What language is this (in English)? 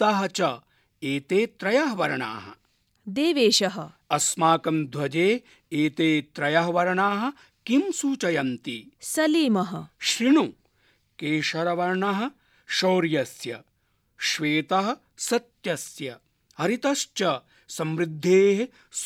Sanskrit